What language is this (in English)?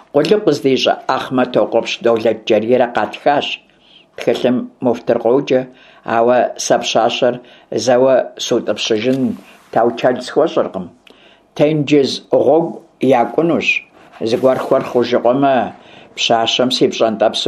Kabardian